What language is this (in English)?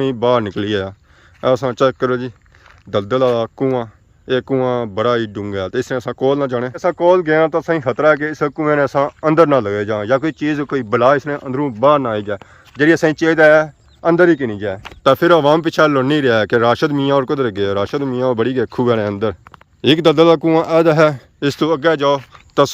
Pahari-Potwari